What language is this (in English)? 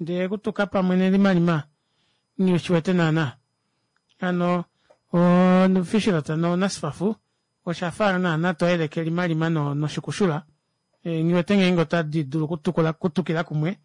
Kuanyama